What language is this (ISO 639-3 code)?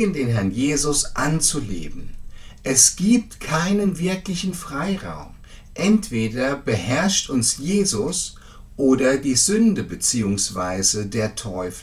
deu